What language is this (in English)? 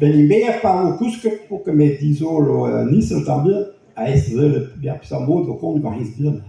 Breton